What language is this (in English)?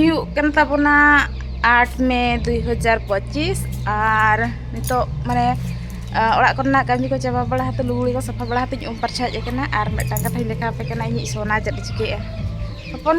Santali